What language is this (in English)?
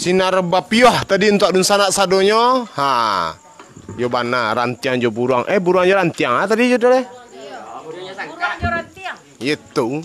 Minangkabau